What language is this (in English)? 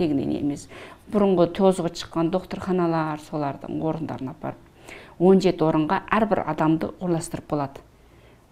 Kazakh